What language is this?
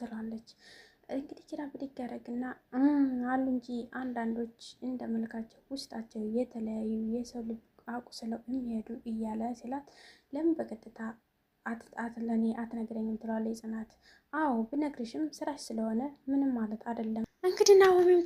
Amharic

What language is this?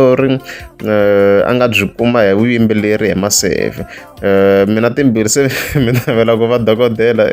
Tsonga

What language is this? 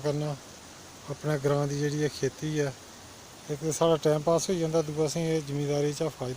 Dogri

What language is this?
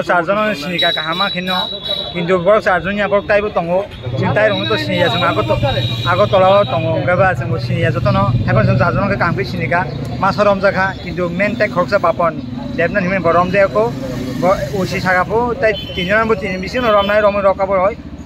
Kok Borok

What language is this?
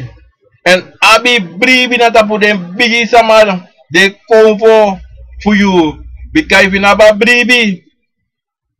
Sranan Tongo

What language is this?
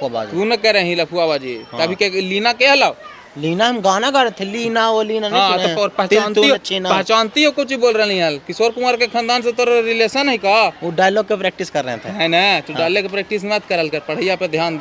Magahi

